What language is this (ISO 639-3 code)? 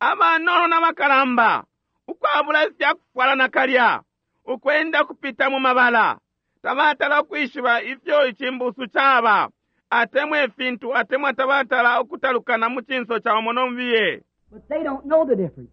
bem